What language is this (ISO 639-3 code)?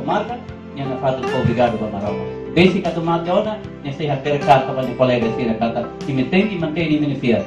tet